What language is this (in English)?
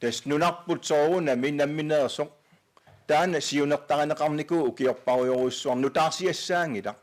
Kalaallisut